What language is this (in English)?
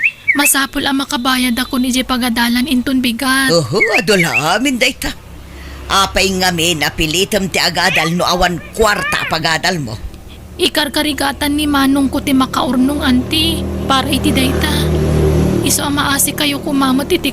Iloko